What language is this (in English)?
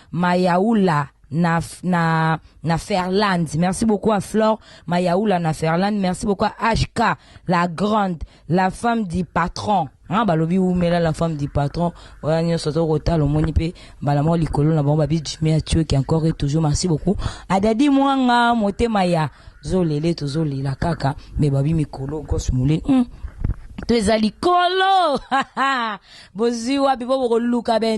Lingala